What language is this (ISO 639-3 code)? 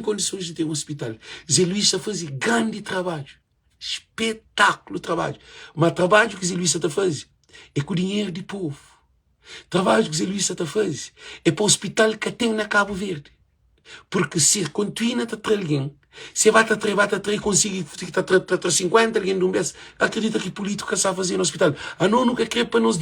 kea